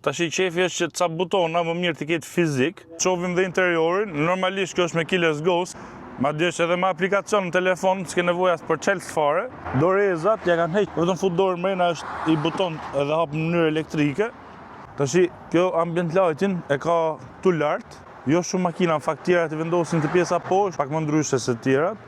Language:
Albanian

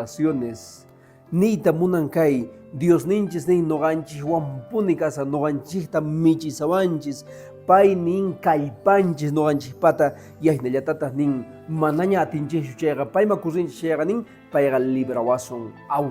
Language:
Quechua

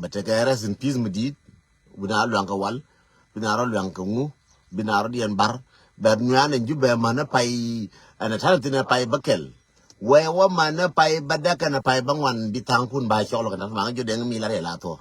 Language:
Nuer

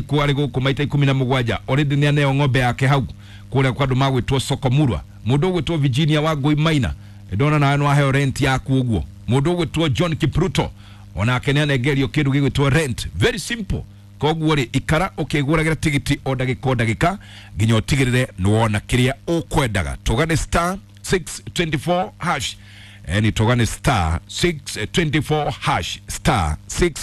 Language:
Kikuyu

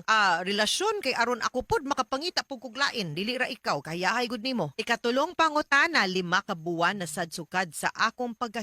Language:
Cebuano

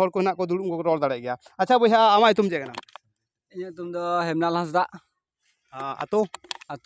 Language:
Santali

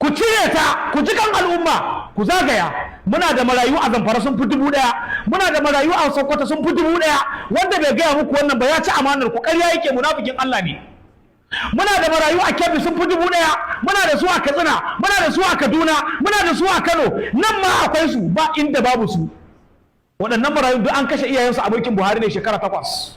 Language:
Hausa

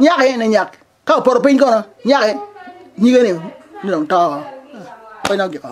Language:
Acoli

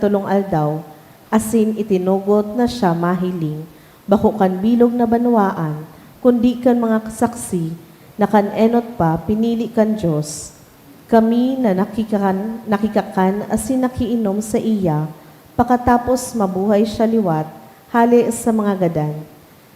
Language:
Bikol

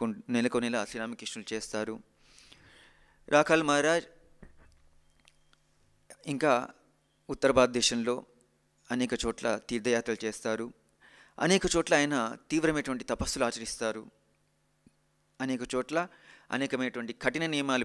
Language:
Telugu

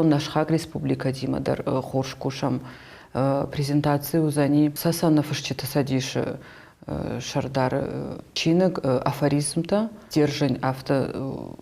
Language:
Ossetic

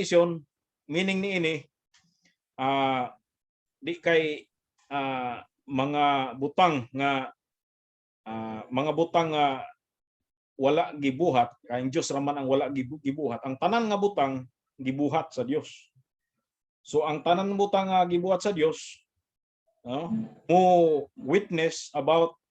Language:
Cebuano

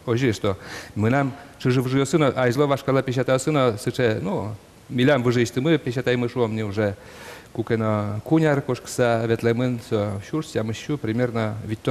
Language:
Udmurt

